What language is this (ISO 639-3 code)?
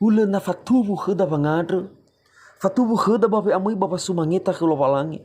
nia